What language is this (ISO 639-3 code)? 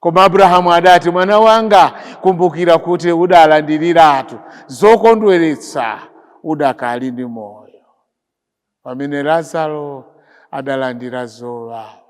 nya